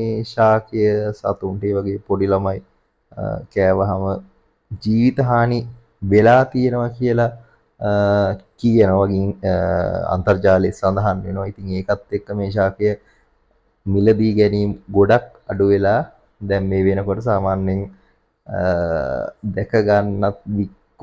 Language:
Sinhala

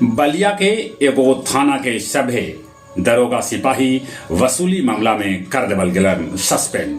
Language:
Magahi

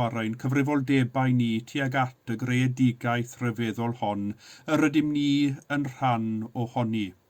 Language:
Welsh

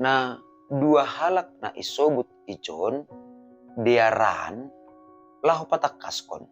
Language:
Batak Simalungun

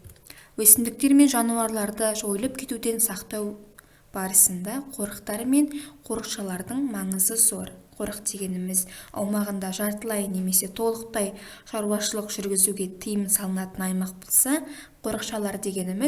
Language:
Kazakh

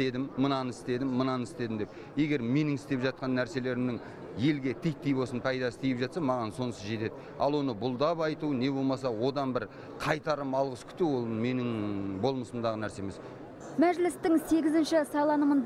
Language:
Kazakh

